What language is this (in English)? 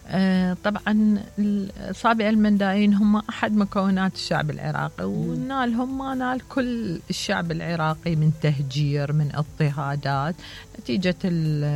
Mesopotamian Arabic